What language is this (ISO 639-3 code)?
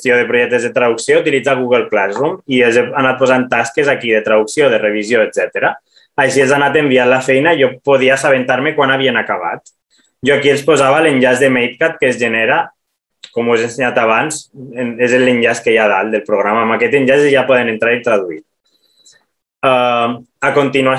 cat